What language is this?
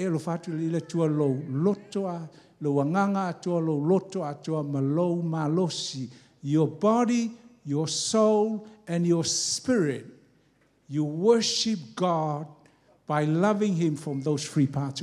Samoan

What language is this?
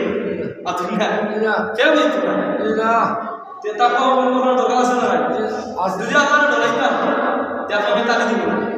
Sylheti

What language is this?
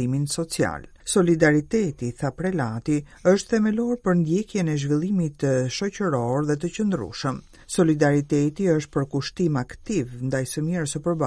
Albanian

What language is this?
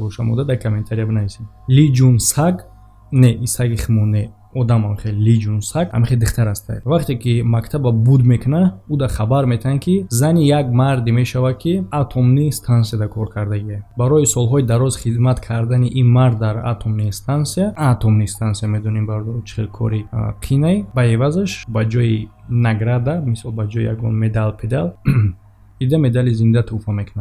Tajik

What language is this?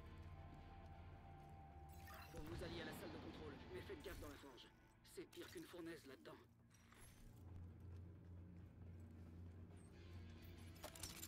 French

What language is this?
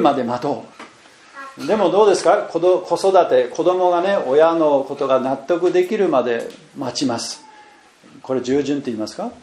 Japanese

